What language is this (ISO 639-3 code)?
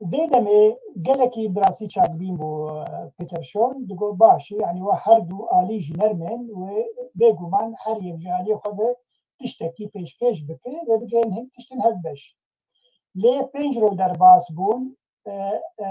kur